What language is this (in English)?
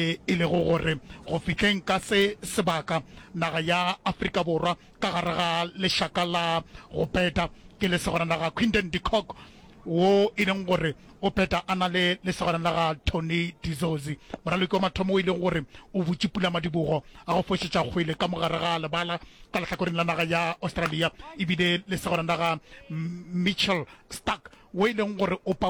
Northern Sotho